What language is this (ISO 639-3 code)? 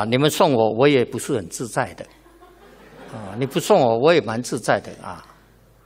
zho